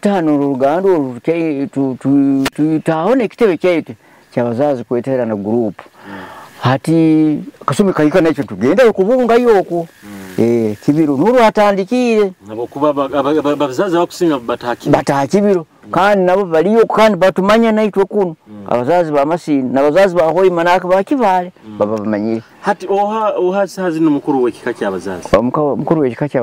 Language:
Nyoro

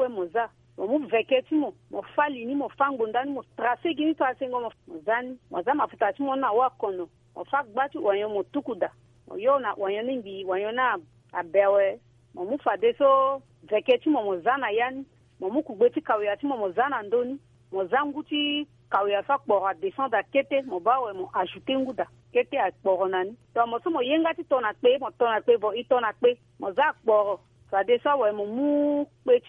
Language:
Sango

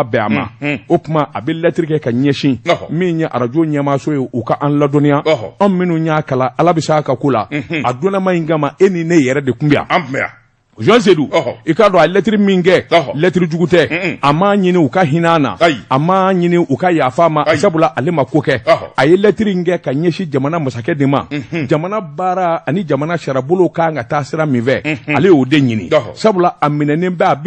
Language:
Bambara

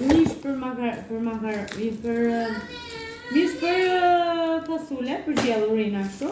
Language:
Albanian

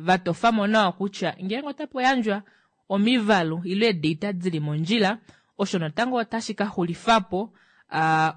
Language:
Kuanyama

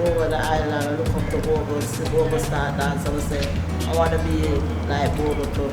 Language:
Jamaican Creole English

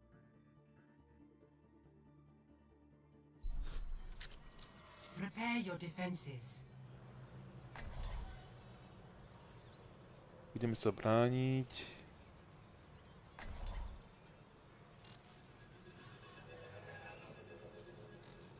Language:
Slovak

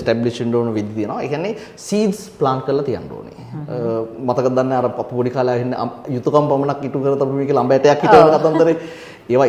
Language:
Sinhala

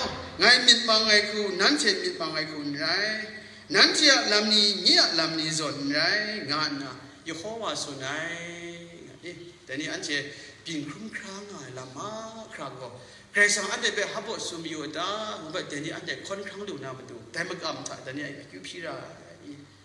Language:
Kachin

